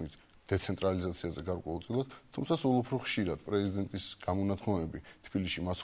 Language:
Georgian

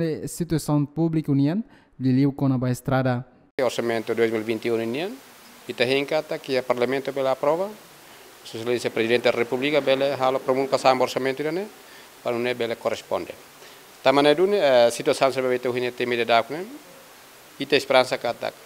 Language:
Tetum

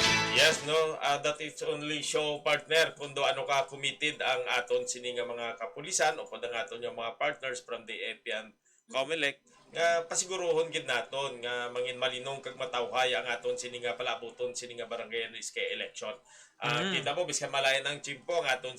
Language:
Hiligaynon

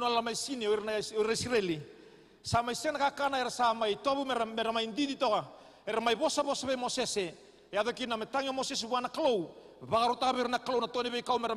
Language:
Fijian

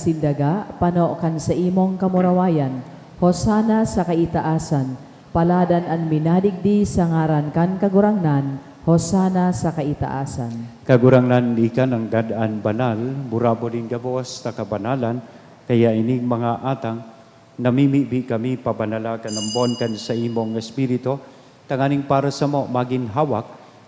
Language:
Bikol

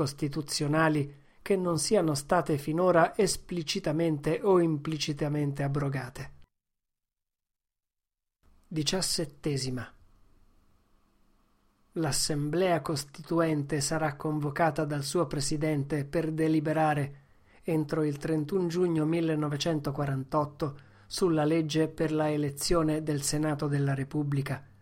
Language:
Italian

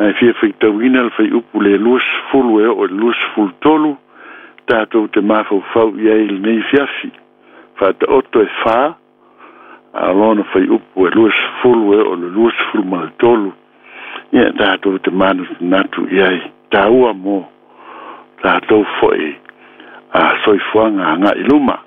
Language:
Samoan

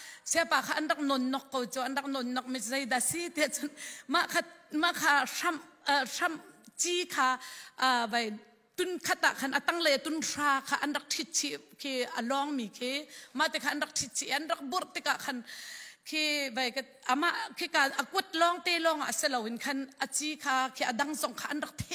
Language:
Hakha Chin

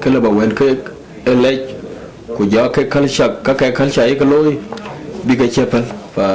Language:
Dinka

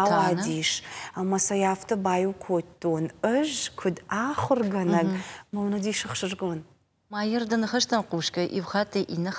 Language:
Ossetic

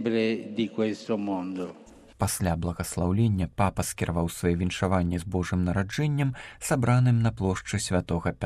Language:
Belarusian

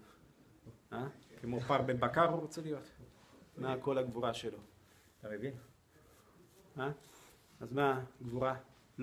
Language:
Hebrew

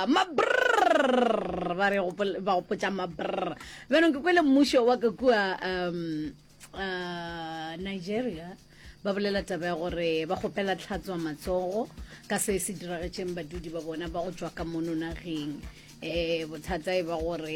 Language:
Northern Sotho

